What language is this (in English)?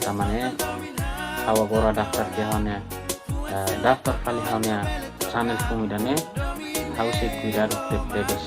Tetum